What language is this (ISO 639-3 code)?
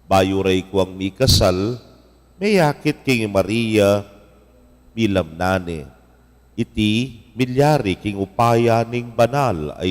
pam